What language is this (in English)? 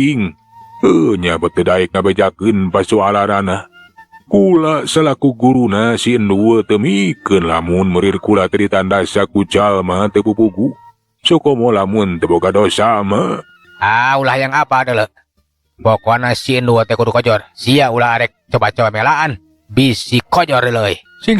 Sundanese